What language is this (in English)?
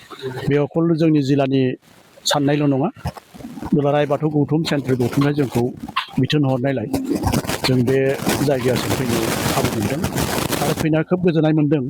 Bodo